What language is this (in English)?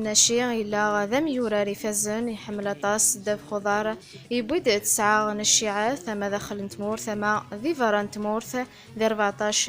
Kabyle